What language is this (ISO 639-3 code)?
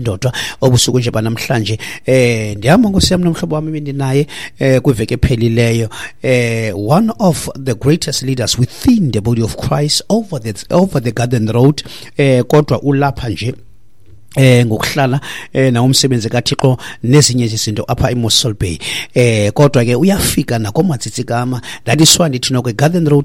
xho